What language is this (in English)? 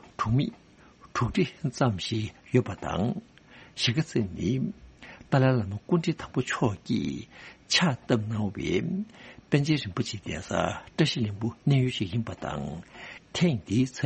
Tibetan